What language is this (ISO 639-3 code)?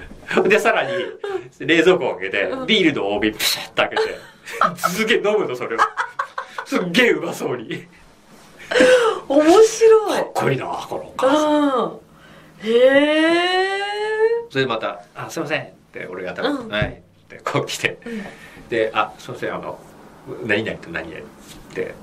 jpn